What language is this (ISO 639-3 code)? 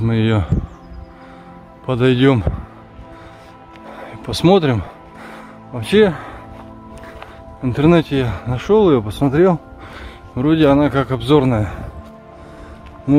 rus